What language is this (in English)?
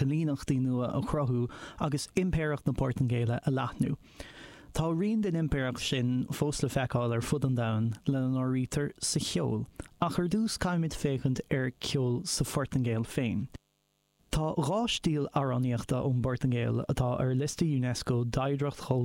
Irish